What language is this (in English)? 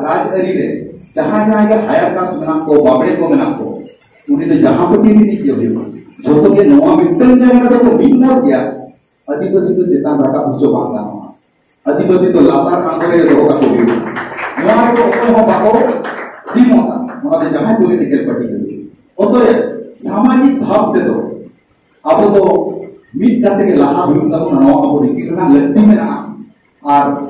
Santali